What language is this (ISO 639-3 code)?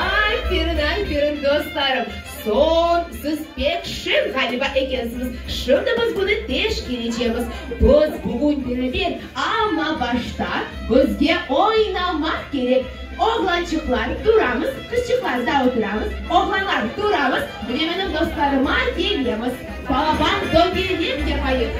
crh